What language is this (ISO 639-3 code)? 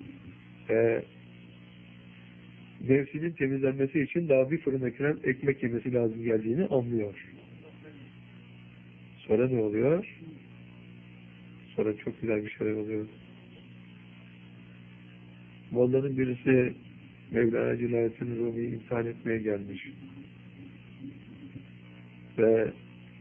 tur